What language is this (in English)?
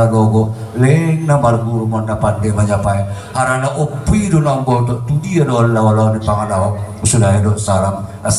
Batak Toba